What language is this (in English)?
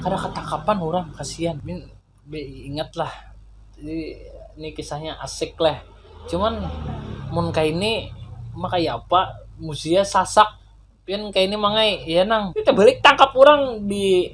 Banjar